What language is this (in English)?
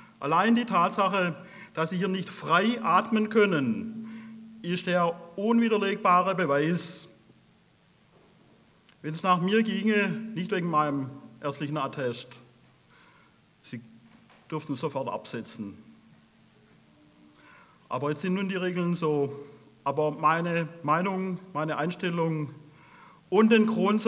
German